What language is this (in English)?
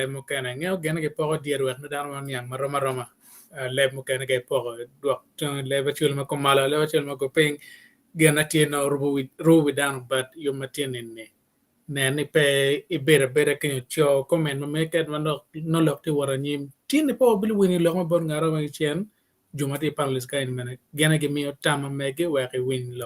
Acoli